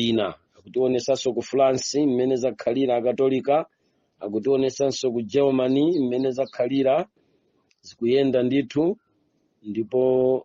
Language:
Nyanja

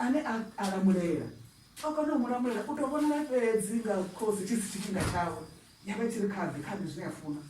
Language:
Venda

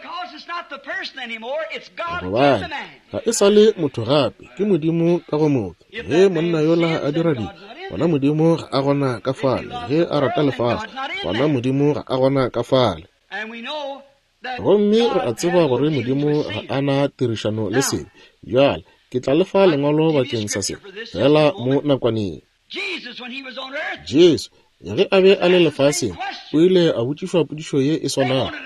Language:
Northern Sotho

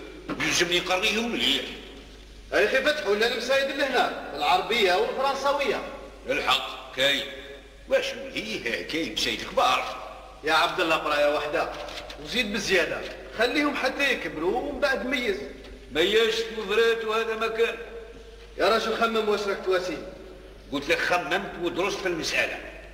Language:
Algerian Arabic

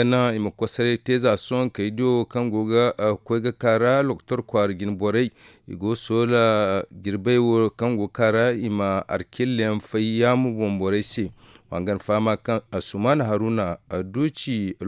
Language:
Zarma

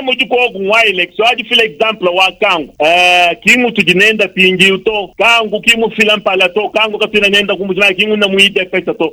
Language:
Luba-Lulua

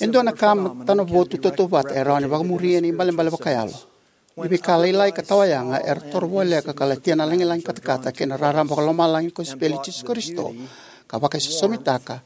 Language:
Fijian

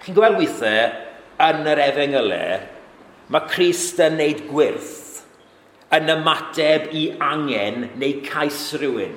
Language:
Welsh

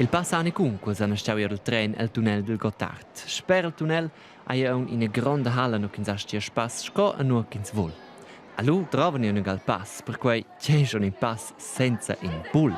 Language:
Romansh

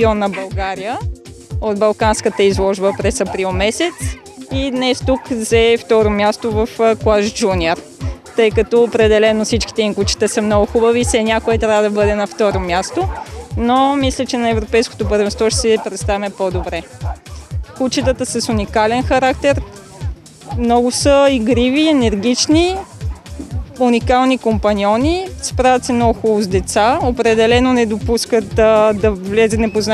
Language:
Bulgarian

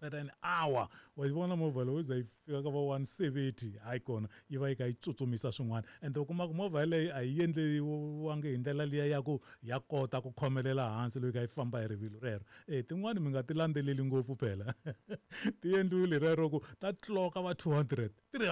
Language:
Tsonga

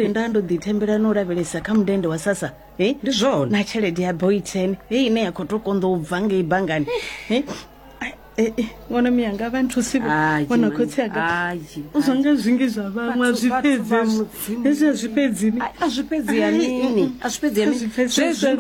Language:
Venda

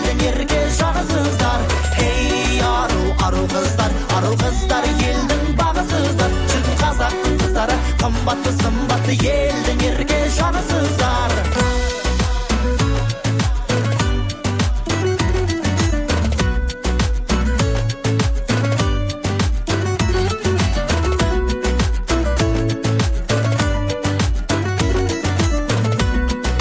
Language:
Kazakh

